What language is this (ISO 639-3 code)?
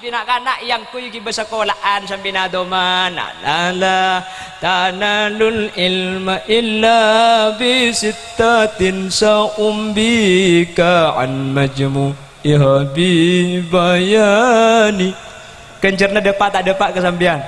mad